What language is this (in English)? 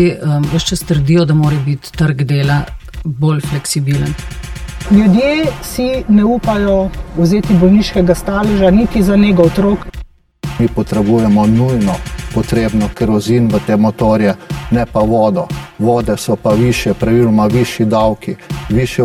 Slovenian